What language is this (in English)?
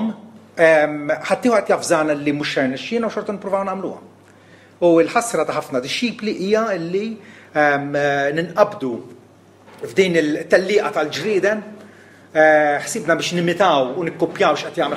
Maltese